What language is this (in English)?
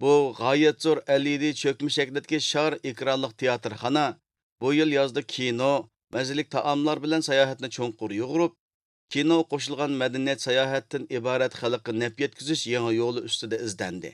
Uyghur